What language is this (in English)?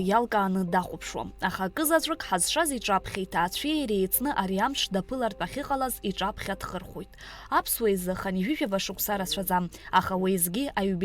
Abkhazian